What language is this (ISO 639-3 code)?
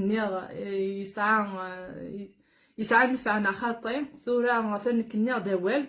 kab